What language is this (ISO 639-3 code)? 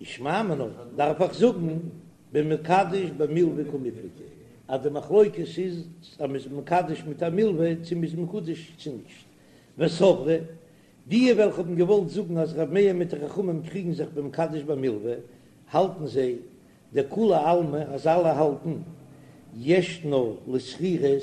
yid